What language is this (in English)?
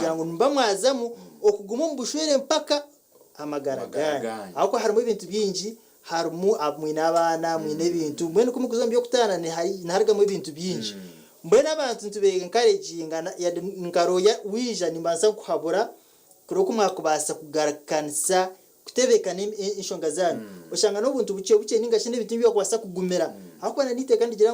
Nyankole